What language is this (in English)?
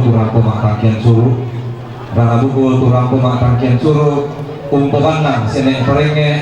Toraja-Sa'dan